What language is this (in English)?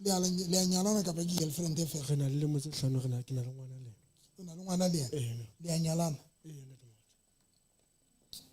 Southern Sotho